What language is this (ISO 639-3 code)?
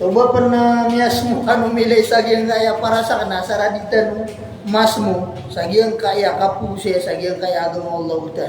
mrw